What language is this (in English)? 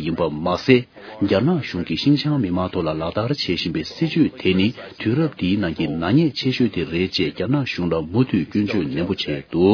Tibetan